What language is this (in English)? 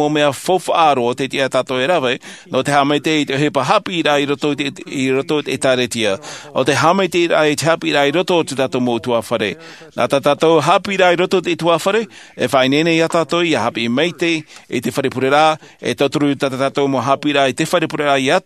Tahitian